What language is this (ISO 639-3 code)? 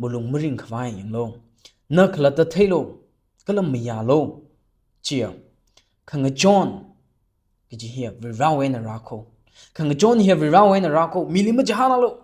nmf